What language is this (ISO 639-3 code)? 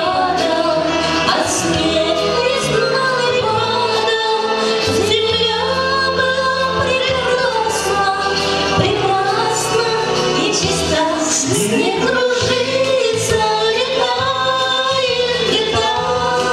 chv